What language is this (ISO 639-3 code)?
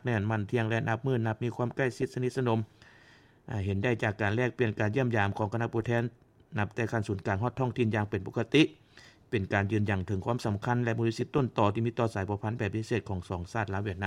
lao